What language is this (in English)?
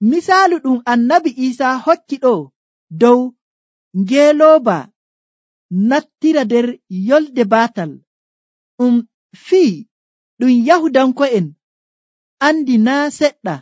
Nigerian Fulfulde